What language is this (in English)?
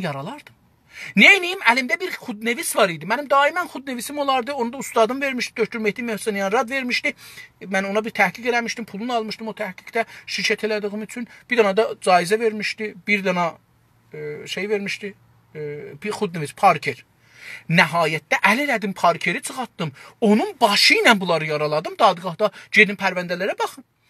South Azerbaijani